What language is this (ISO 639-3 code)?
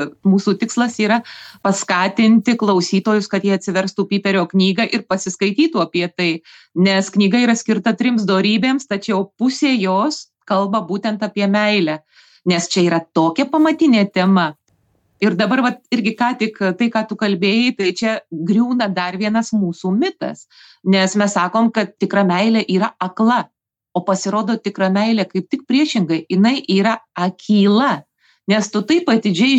lit